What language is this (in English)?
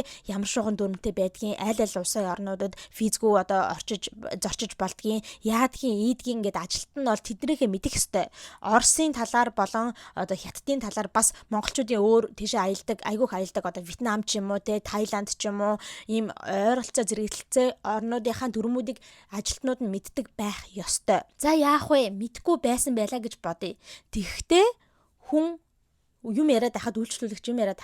Mongolian